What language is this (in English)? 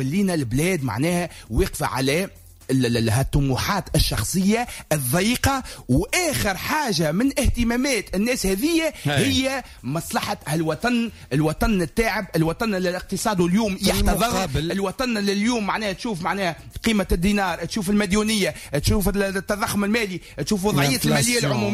Tunisian Arabic